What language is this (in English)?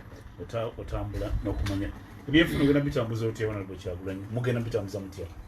Ganda